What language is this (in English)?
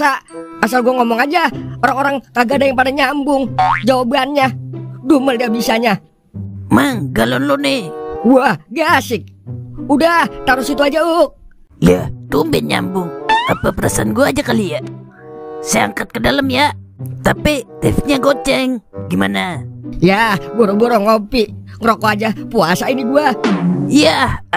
Betawi